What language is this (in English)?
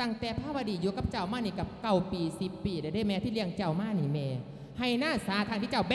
Lao